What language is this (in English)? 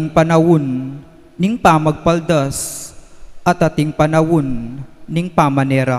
Pampanga